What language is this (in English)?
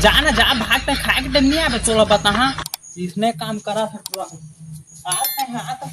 Chhattisgarhi